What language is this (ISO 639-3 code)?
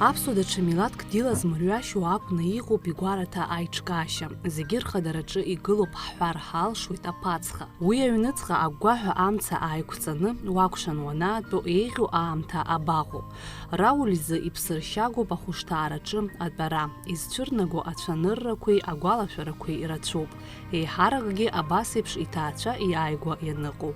abk